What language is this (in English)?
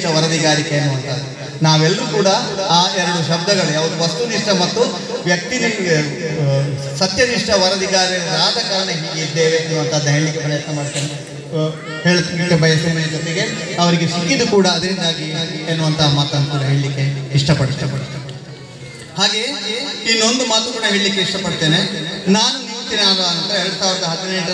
Kannada